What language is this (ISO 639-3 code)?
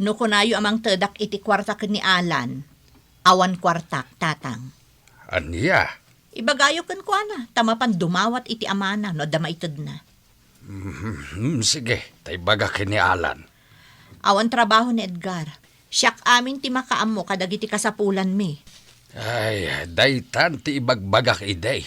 ilo